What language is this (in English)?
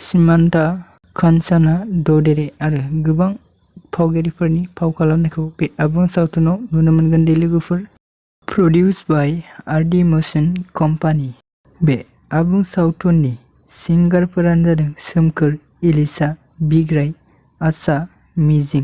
Bodo